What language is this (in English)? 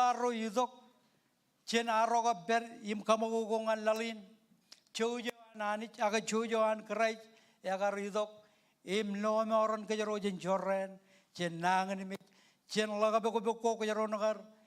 Marshallese